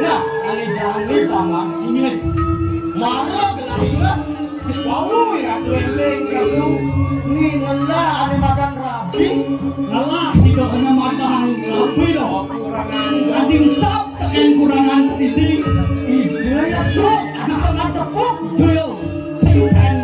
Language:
Balinese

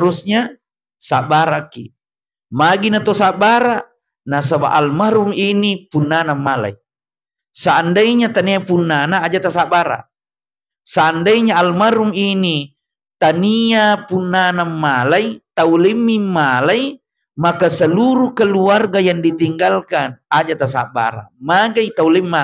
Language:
Buginese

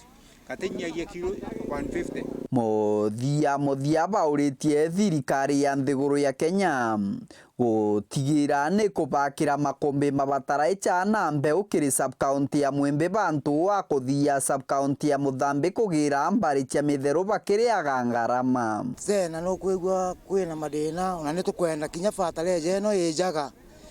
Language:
Meru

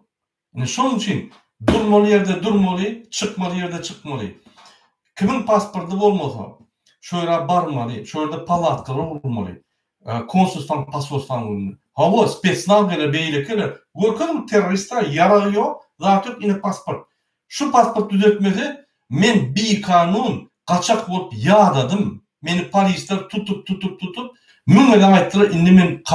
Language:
Turkmen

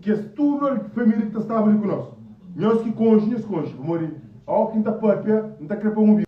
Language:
Kabuverdianu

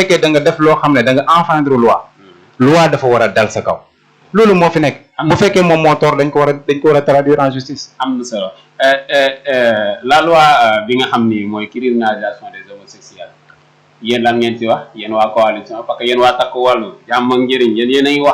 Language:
Wolof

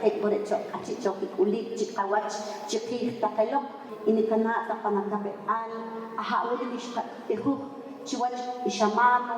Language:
Poqomchi'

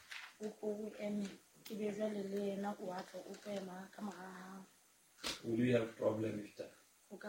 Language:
Southern Sotho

